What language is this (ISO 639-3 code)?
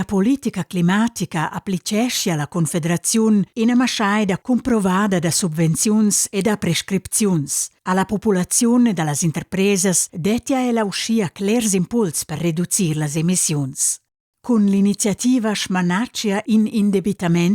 roh